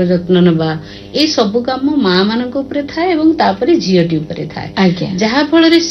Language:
Odia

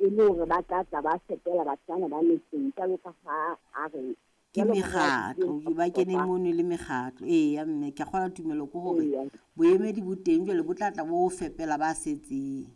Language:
Southern Sotho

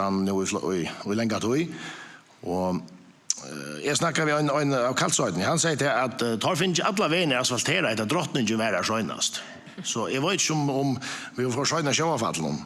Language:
Faroese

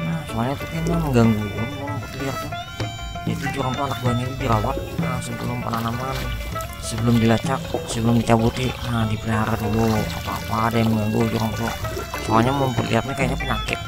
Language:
Banjar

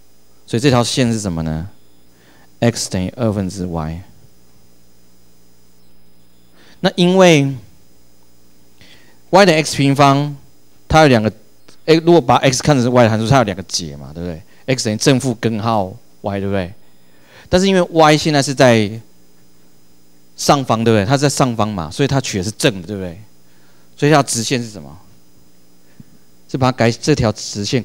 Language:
Chinese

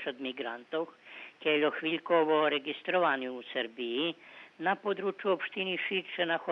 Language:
Rusyn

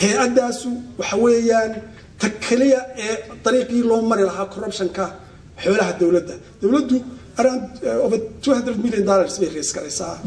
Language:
Somali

